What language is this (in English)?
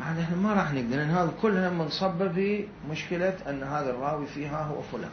Mesopotamian Arabic